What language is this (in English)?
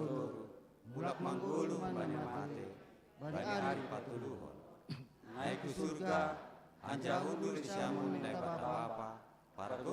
Batak Simalungun